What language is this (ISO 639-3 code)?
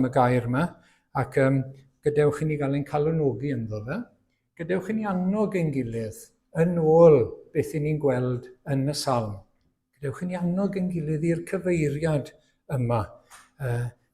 cym